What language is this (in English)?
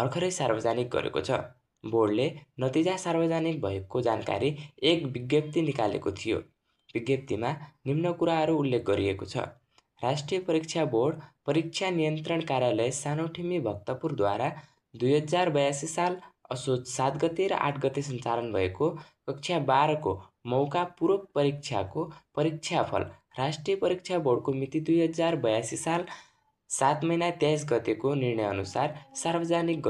Nepali